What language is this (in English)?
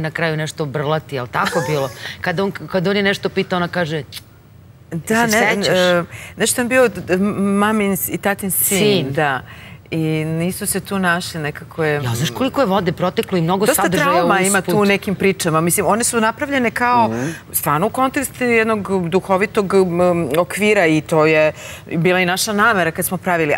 Serbian